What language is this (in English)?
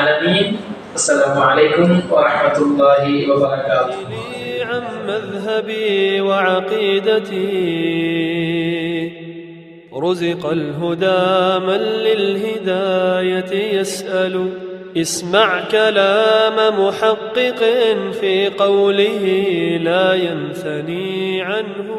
Malayalam